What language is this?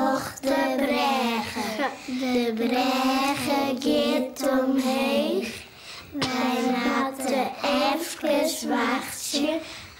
Western Frisian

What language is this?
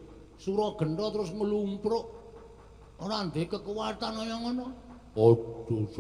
Javanese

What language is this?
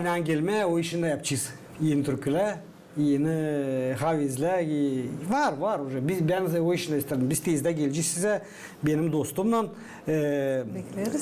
Gagauz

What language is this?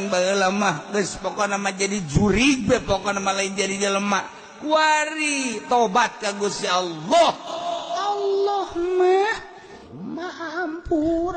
Sundanese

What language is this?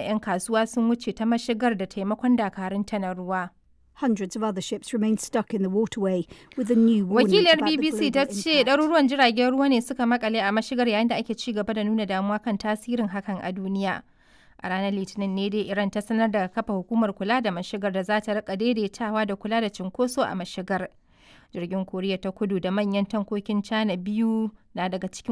Hausa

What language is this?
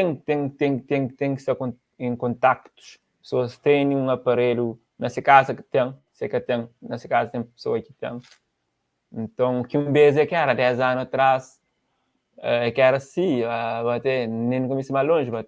Kabuverdianu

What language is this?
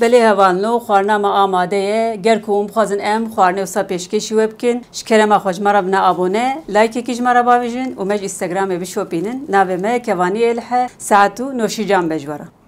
Kurdish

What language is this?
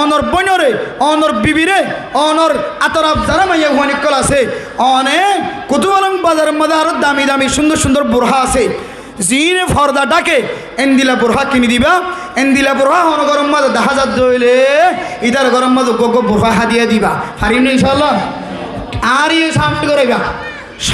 Rohingya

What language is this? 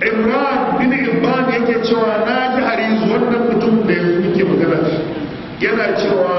Hausa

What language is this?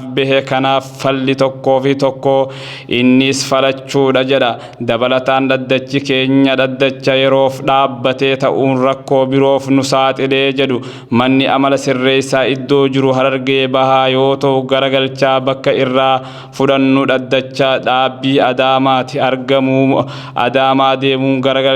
Oromo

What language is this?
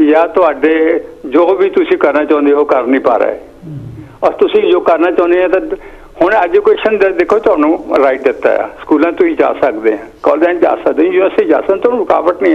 Punjabi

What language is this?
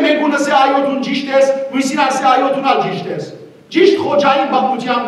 Western Armenian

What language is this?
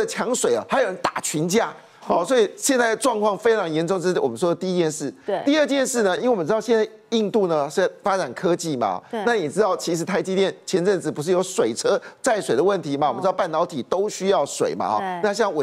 Chinese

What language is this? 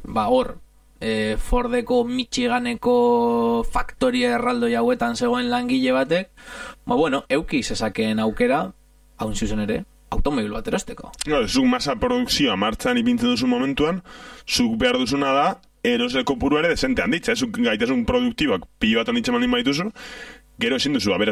Basque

